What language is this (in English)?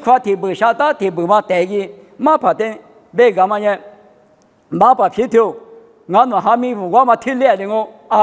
Lisu